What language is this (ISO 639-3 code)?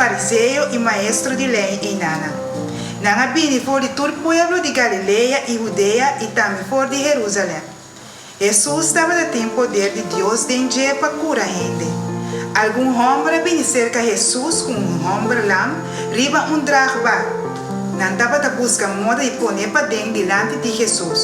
pap